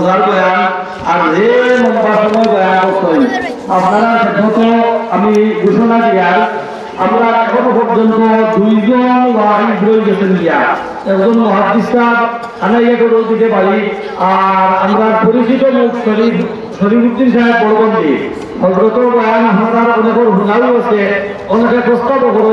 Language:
Sylheti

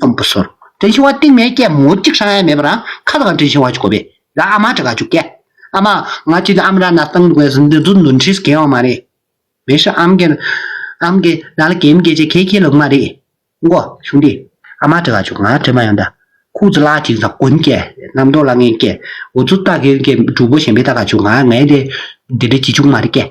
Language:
Tibetan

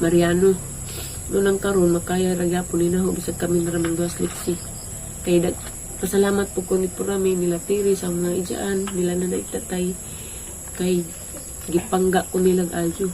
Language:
Cebuano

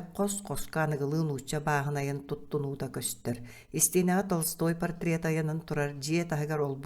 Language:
Yakut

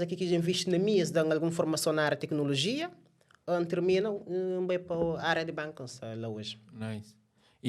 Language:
Kabuverdianu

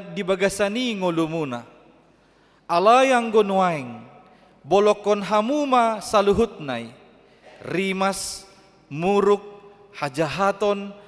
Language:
Batak Toba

